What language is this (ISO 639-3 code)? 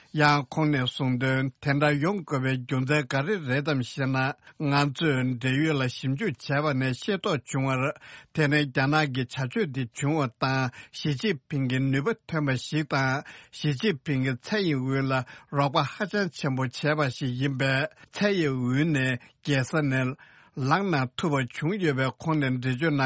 bod